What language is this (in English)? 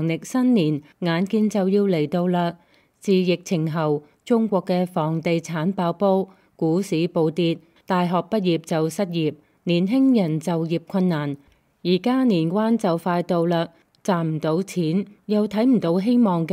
Cantonese